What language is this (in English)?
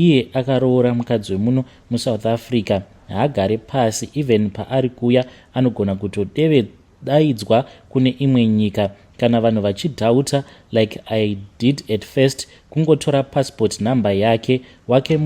Shona